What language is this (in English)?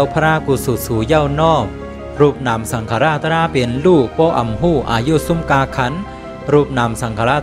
Shan